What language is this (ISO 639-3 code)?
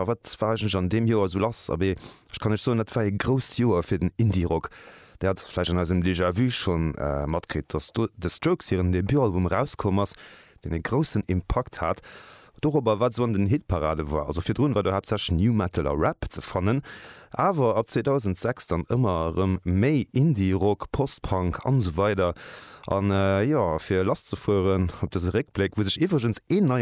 ltz